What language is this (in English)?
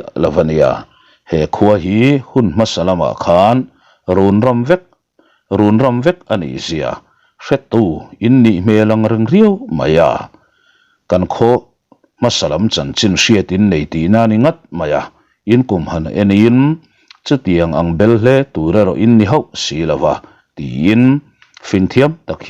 Mizo